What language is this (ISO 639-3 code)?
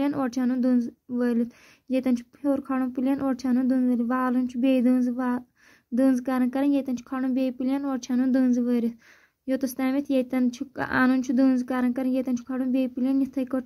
kas